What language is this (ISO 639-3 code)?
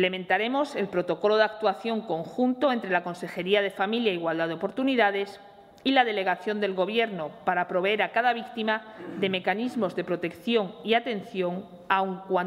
spa